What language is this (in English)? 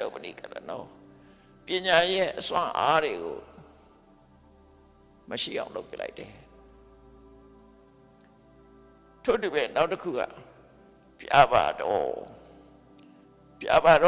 Burmese